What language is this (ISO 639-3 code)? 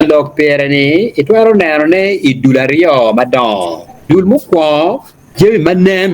ach